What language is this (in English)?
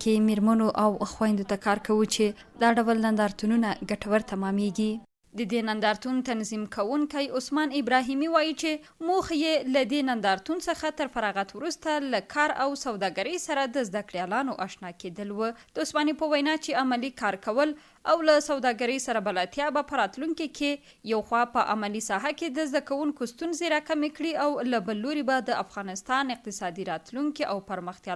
Pashto